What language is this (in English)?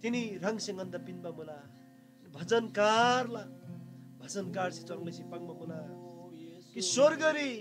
Eastern Tamang